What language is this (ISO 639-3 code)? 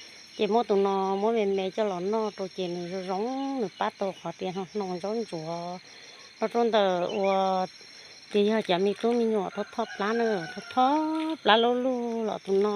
hmn